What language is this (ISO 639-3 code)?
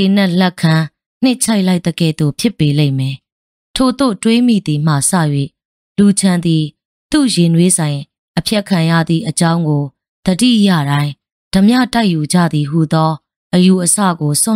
mya